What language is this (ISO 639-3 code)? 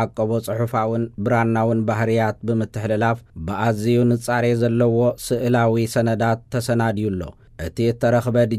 tir